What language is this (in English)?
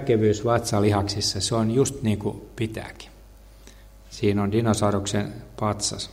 Finnish